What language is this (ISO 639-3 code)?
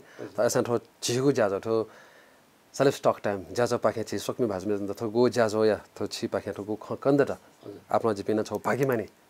new